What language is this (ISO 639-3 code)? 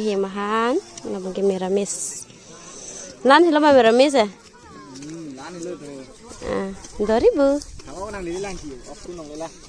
mjw